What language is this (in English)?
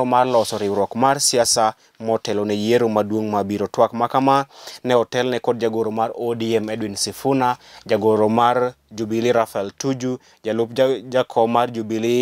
Luo (Kenya and Tanzania)